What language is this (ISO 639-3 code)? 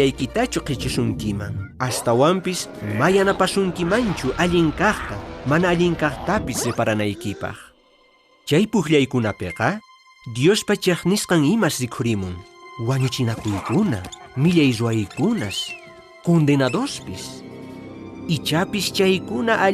que